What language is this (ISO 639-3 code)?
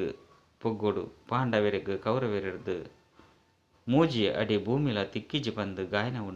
tcy